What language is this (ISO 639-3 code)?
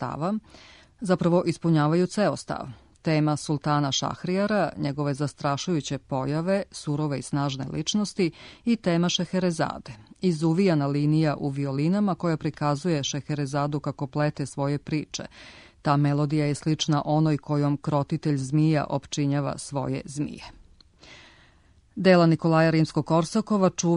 srp